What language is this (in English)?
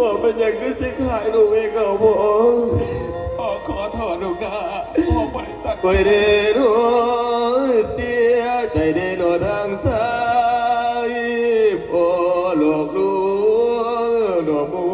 Lao